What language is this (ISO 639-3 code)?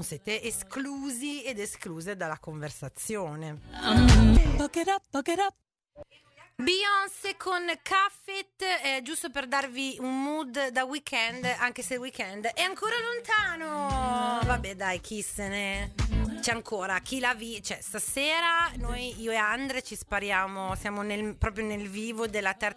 ita